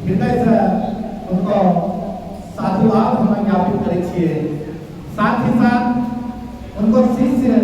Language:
Angika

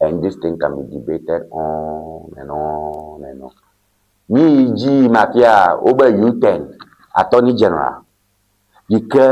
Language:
Ewe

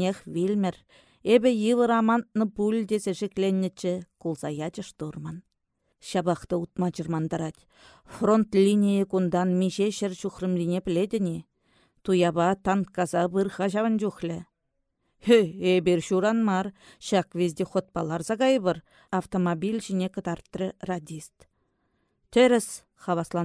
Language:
Chuvash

